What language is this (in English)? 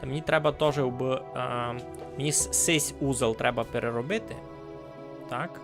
Rusyn